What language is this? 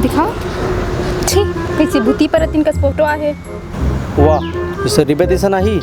Chhattisgarhi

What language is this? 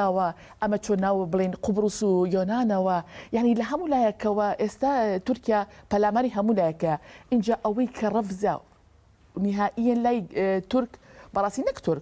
Kurdish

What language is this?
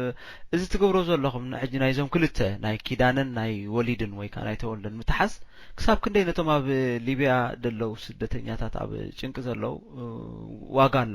Tigrinya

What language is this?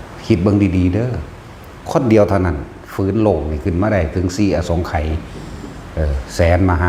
Northeastern Thai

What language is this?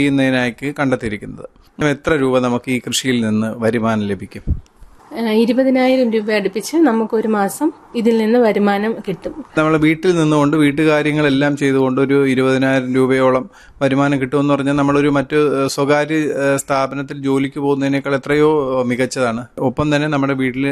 Malayalam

